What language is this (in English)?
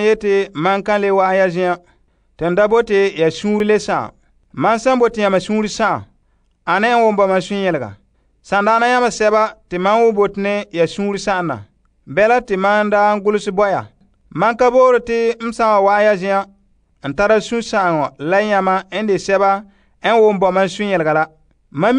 Frafra